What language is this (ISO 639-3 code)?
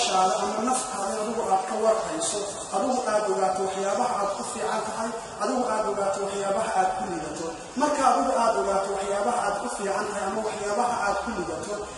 som